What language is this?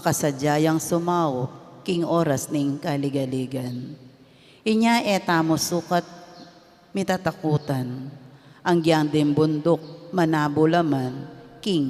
Pampanga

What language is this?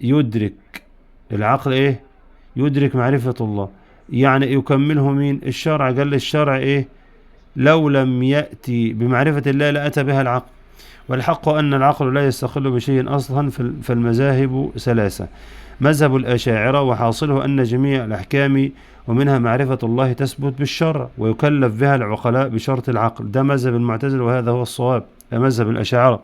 Egyptian Arabic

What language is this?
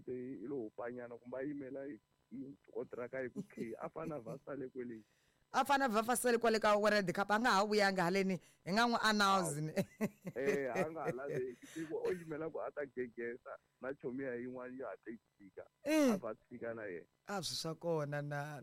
Tsonga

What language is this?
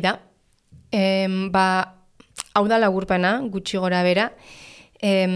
Basque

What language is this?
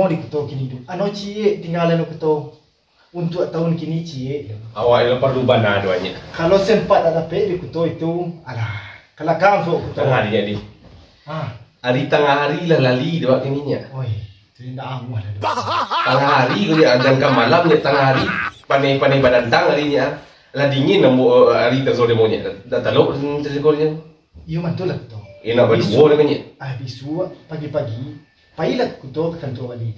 Minangkabau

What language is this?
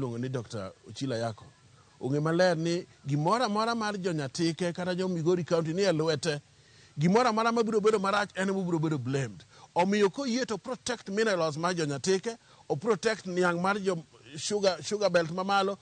Luo (Kenya and Tanzania)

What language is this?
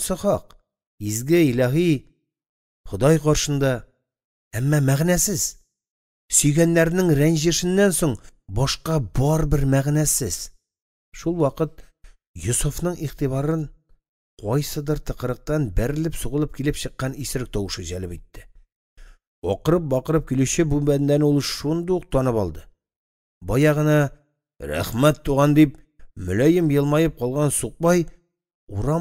Tatar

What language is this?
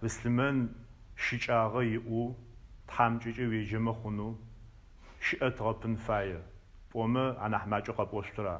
Adyghe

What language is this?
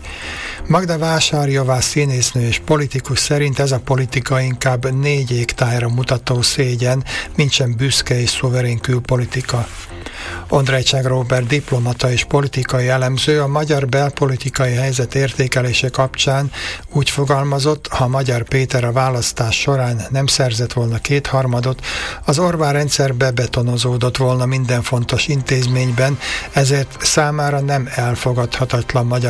Hungarian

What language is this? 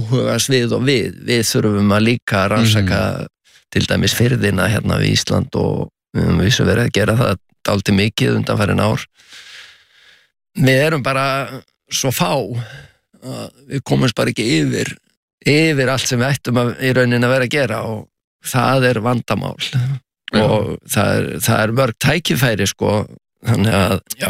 Icelandic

